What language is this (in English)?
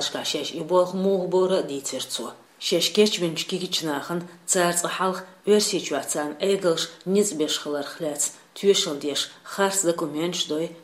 Chechen